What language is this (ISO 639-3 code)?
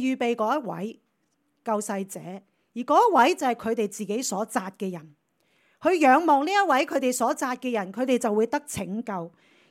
yue